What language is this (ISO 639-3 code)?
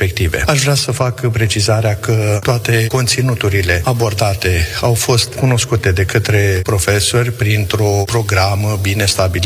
ron